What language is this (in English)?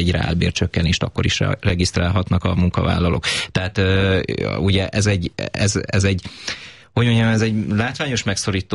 Hungarian